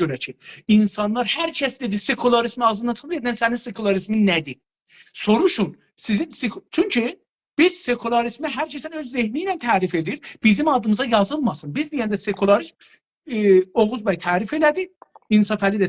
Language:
South Azerbaijani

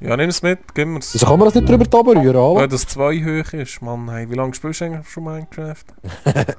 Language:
Swiss German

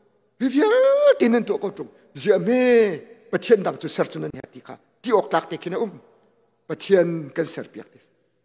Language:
Hakha Chin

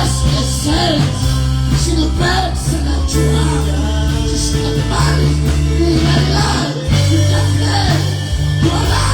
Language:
Kekchí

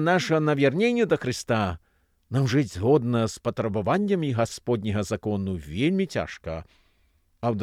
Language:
Belarusian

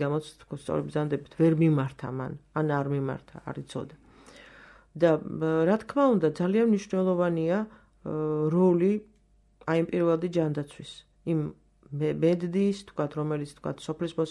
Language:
Georgian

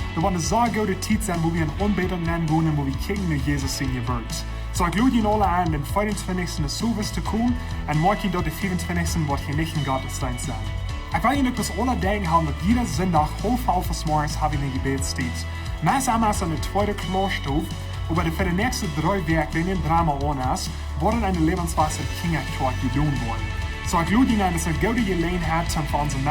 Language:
Plautdietsch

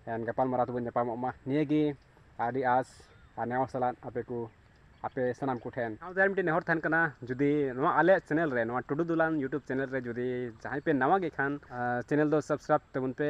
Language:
Santali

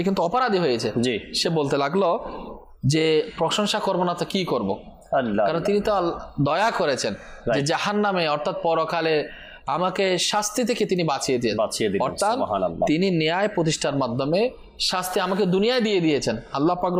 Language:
Bangla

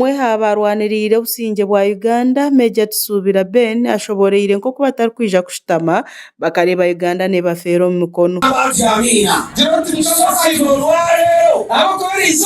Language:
Nyankole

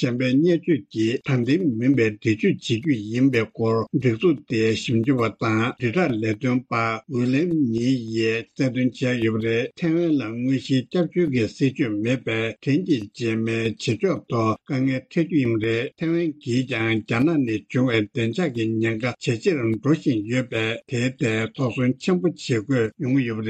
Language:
Tibetan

